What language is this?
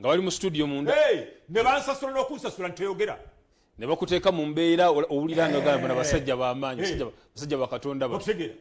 Ganda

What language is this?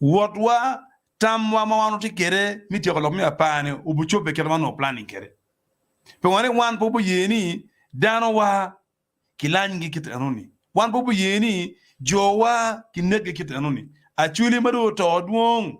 Acoli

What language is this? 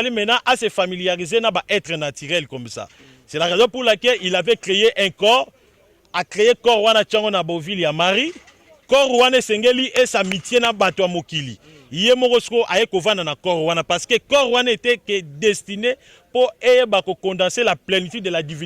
Lingala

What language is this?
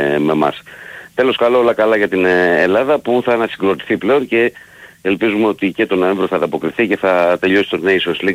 Greek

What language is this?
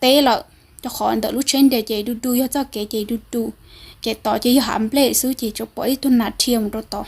Hmong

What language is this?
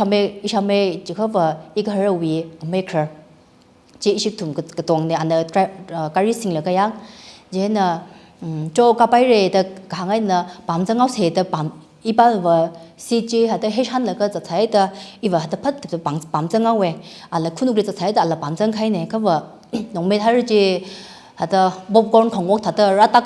Tangkhul Naga (India)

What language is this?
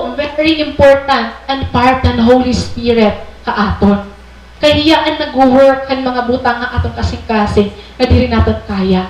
Waray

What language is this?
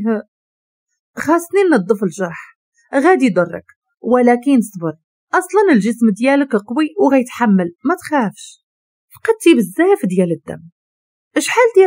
Moroccan Arabic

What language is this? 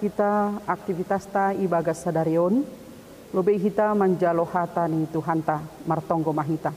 Batak Simalungun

